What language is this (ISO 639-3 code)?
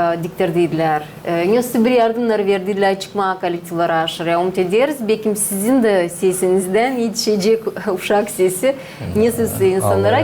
gag